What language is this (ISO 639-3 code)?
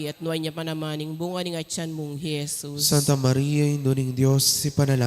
pam